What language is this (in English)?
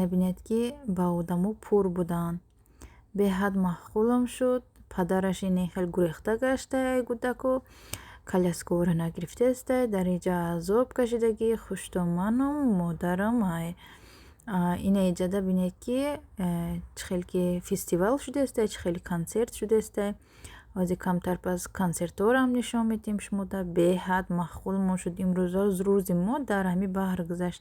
Tajik